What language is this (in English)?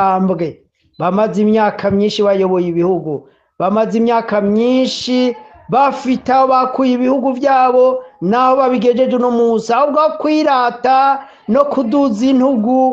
Rundi